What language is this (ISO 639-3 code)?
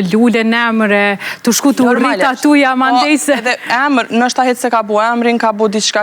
sqi